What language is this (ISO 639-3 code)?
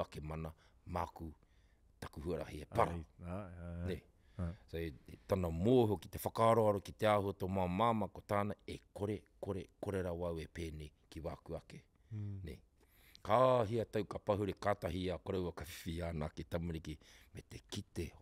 mri